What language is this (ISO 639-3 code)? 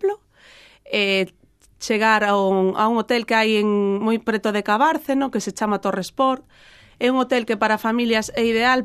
glg